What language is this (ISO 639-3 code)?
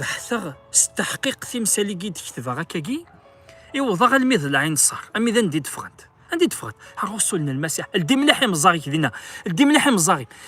kab